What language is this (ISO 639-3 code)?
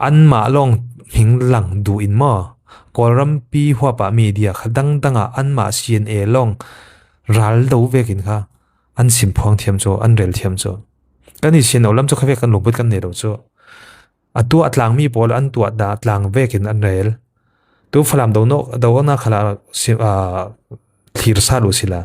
cfm